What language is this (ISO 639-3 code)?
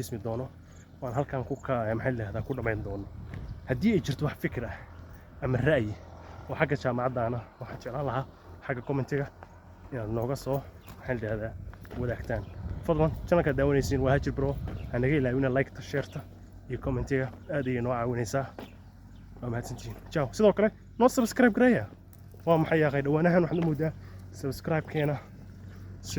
som